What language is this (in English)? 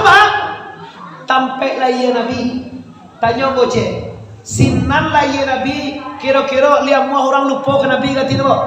Minangkabau